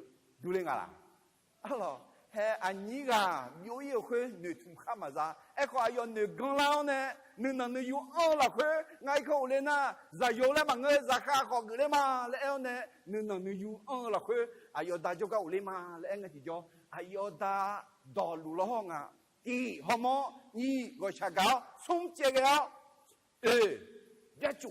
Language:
Akha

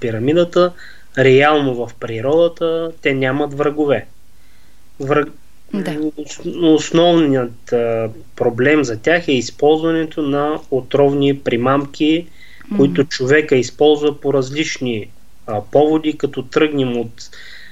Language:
Bulgarian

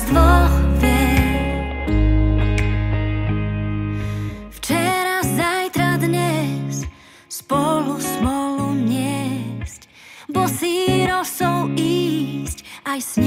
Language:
Slovak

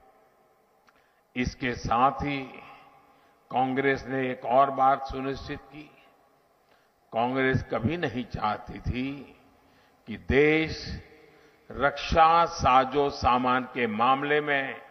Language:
Hindi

